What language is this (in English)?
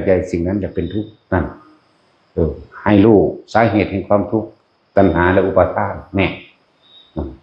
Northeastern Thai